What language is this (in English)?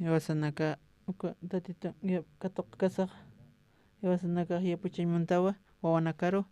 Aymara